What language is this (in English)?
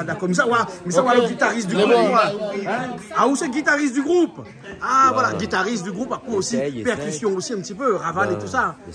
Réunion Creole French